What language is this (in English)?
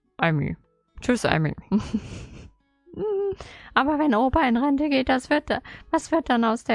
German